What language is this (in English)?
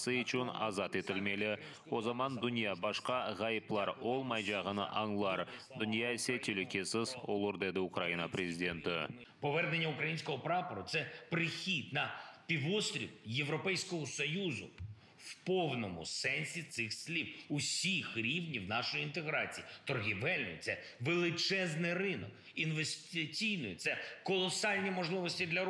Crimean Tatar